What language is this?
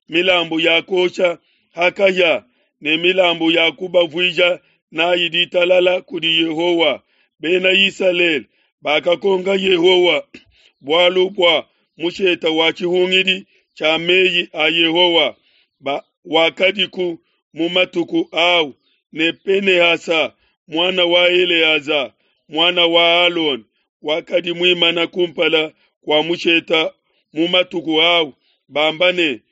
Luba-Lulua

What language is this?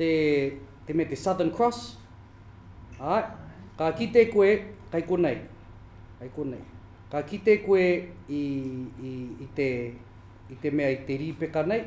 Māori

